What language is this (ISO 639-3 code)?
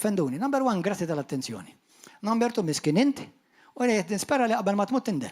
mlt